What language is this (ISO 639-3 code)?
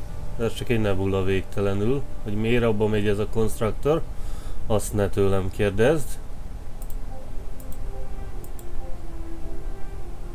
hun